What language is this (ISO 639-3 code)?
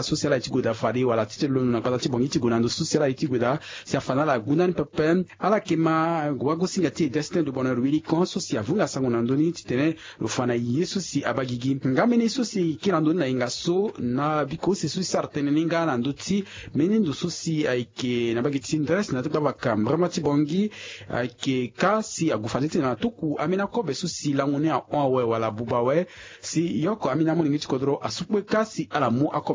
sag